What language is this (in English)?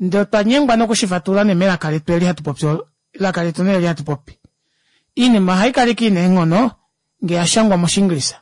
Kuanyama